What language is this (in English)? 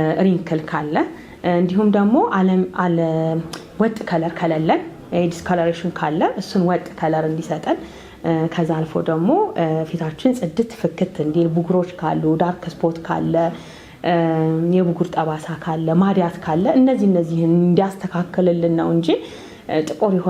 Amharic